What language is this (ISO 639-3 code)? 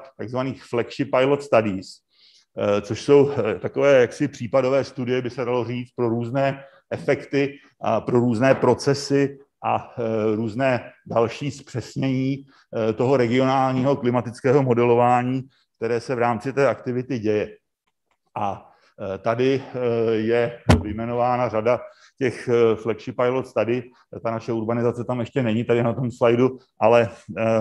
ces